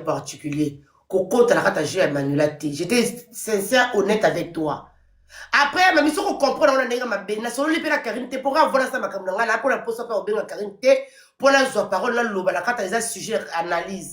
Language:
Lingala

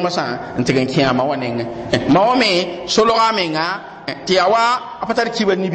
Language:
Mossi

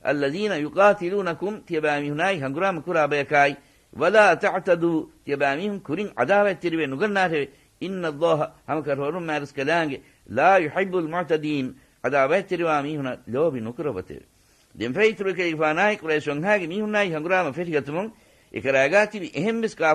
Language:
Divehi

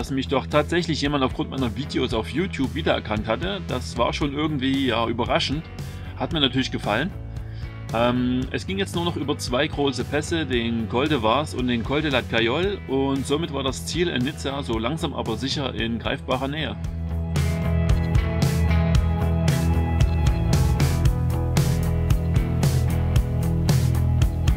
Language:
German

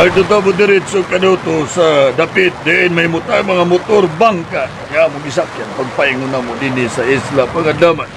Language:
Cebuano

